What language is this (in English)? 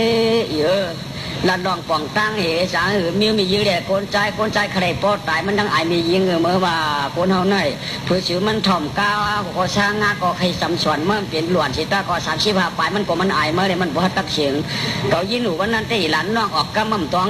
Shan